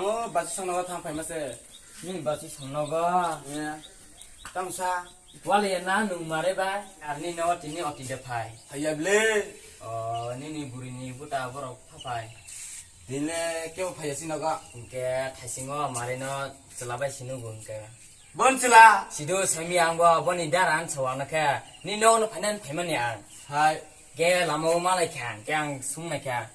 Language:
Kok Borok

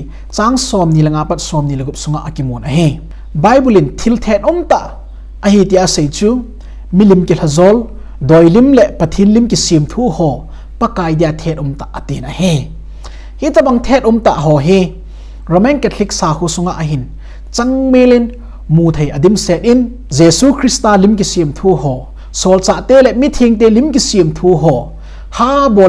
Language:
Thado Chin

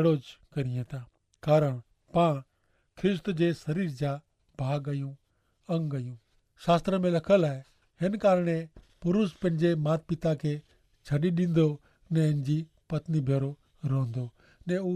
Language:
Kachhi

